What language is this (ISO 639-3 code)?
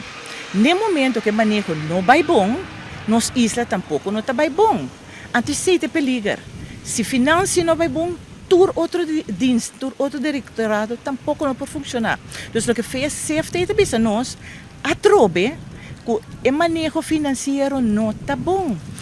pap